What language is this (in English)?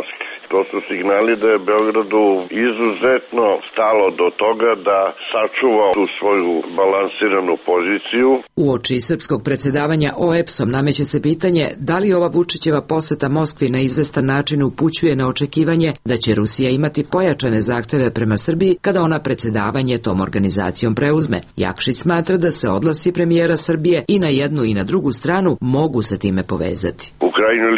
Serbian